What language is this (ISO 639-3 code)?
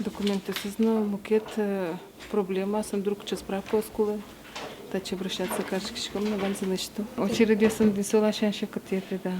udm